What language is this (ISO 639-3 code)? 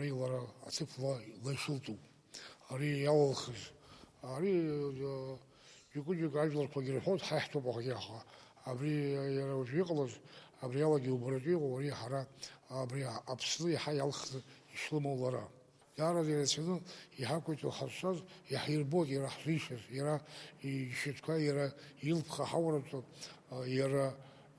abk